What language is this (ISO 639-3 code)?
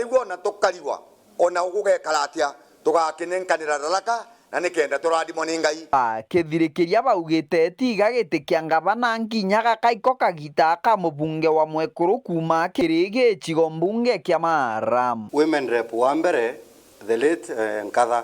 mer